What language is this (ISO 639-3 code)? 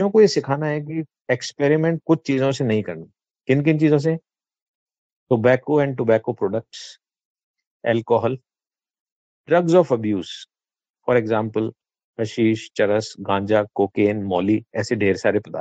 hin